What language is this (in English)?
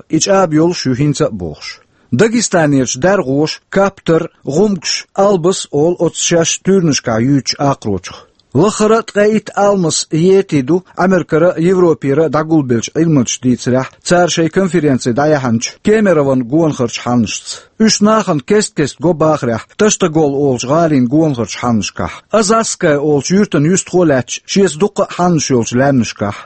Chechen